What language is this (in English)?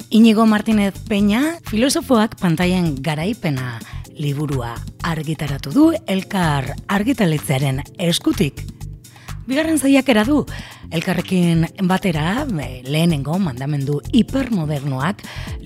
Basque